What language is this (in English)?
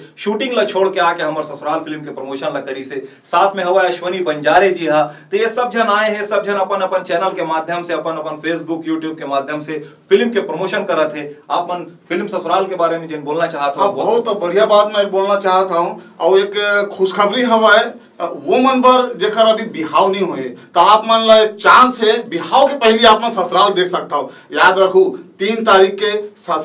Chhattisgarhi